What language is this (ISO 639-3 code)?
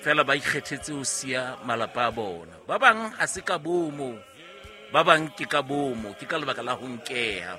sot